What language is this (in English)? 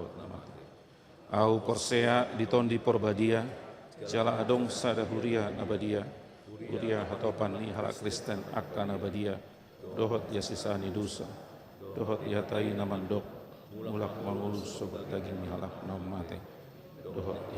Batak Toba